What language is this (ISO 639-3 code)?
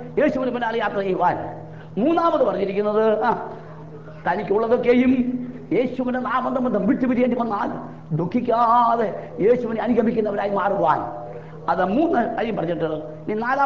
mal